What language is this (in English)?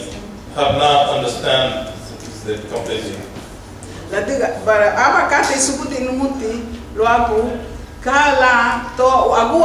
Garifuna